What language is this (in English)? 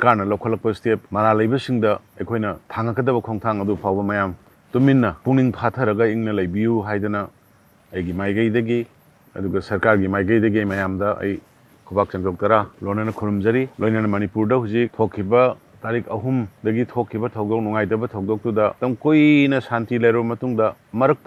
Manipuri